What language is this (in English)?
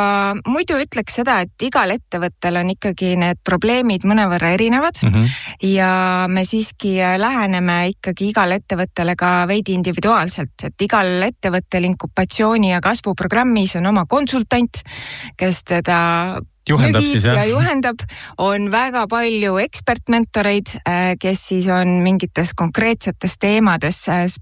Estonian